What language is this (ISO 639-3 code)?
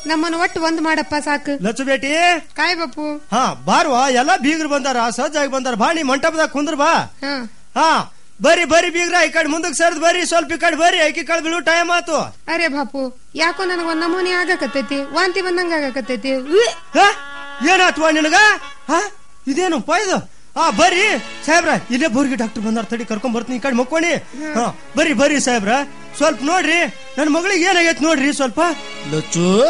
kan